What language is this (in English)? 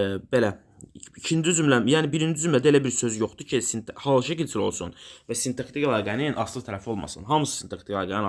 Azerbaijani